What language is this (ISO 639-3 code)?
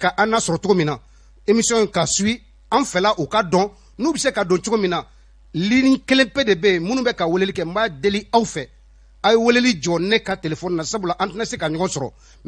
bam